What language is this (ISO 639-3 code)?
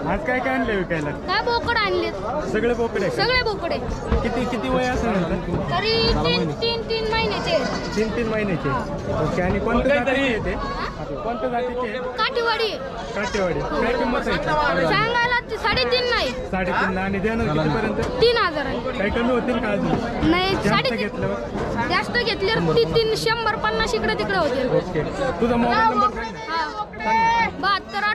mar